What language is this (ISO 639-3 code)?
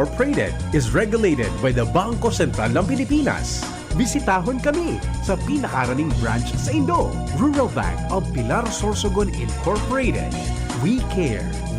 bik